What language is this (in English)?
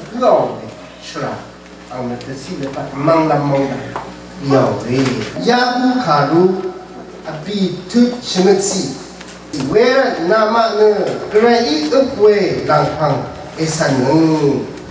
Rawang